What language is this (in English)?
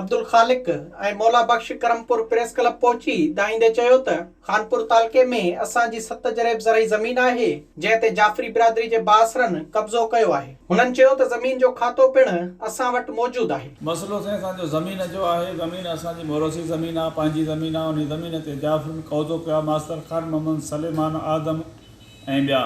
Sindhi